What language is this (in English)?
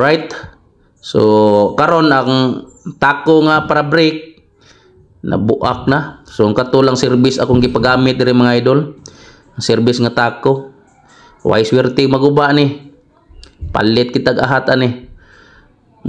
Cebuano